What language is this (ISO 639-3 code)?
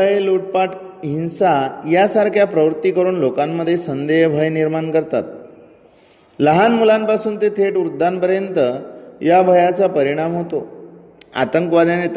mar